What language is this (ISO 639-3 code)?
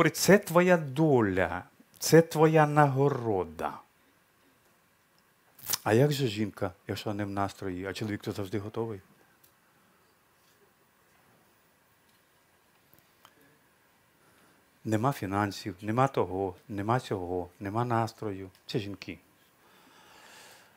ukr